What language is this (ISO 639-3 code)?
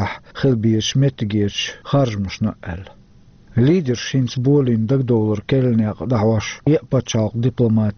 che